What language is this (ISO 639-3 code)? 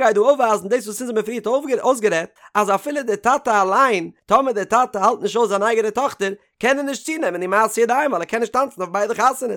yid